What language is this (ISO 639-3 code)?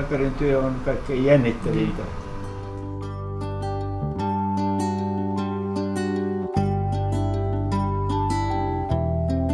fin